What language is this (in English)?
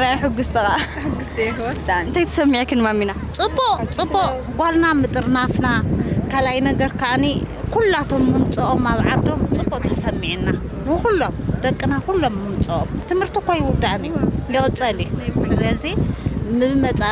Tigrinya